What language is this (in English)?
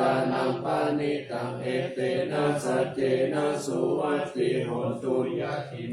Pali